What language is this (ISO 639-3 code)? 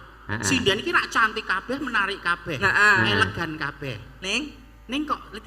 jav